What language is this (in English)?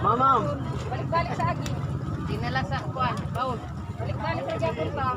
Cebuano